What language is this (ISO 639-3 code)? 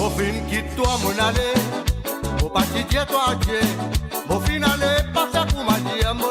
mfe